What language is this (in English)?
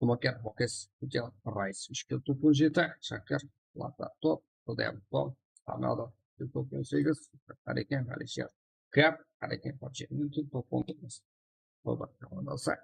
Kara-Kalpak